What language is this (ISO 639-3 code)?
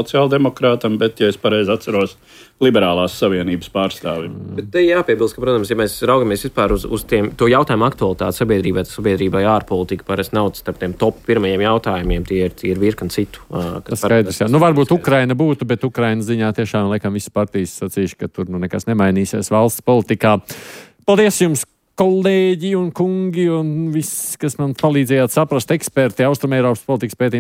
lav